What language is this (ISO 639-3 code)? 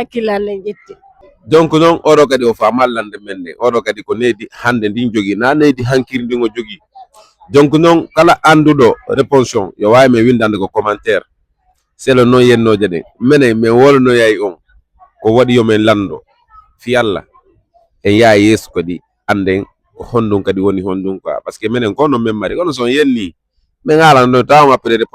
ful